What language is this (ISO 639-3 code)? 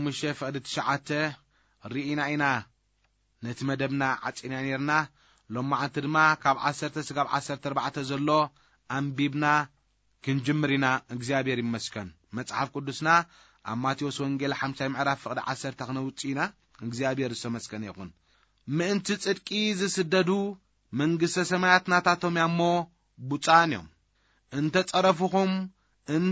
tir